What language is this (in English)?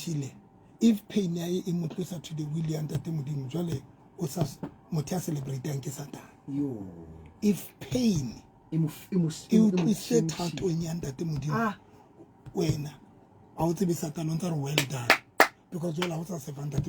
Southern Sotho